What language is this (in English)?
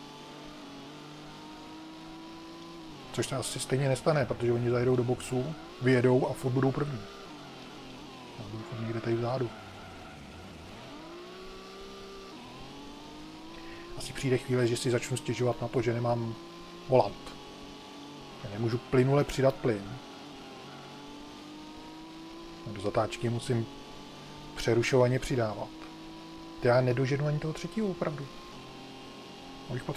Czech